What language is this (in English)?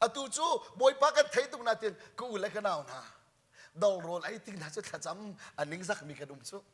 Hakha Chin